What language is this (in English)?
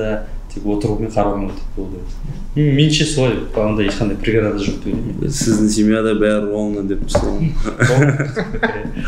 Kazakh